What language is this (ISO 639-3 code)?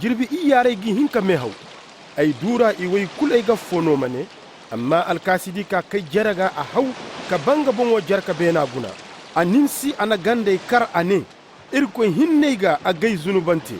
dje